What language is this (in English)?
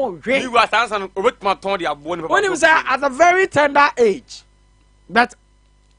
Akan